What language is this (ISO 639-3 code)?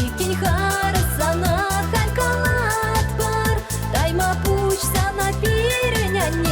chv